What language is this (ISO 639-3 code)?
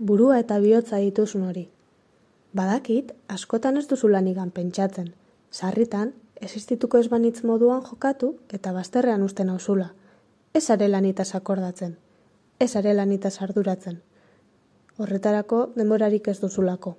eus